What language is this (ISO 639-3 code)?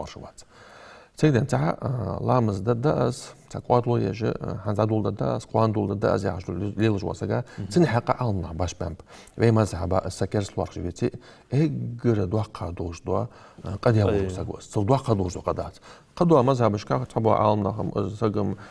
inh